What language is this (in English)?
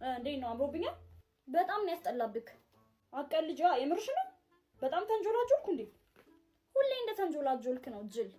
Amharic